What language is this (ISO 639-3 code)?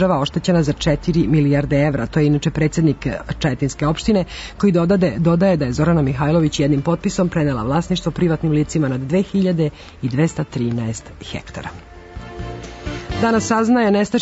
srp